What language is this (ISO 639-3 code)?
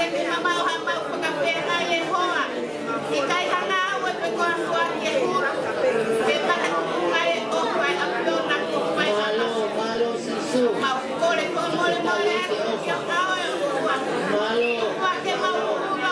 ton